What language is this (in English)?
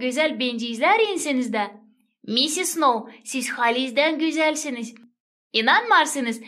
Gagauz